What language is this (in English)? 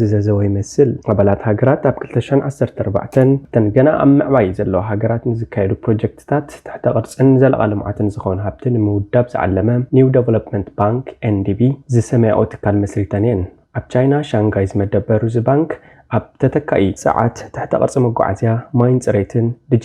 Tigrinya